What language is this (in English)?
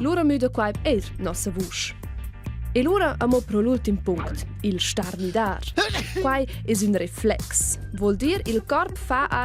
Romansh